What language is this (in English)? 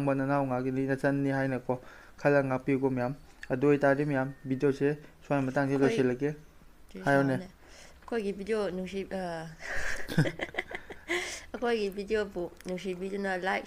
Manipuri